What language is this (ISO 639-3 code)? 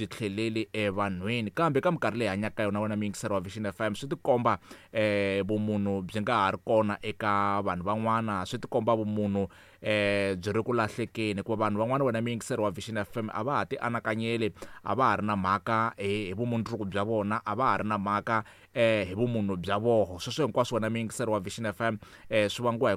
tso